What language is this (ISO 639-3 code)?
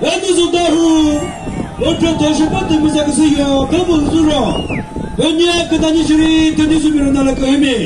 nri